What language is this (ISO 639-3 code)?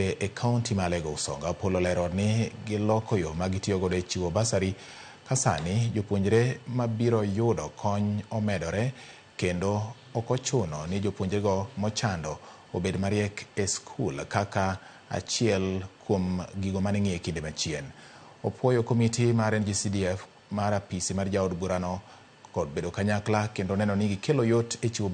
luo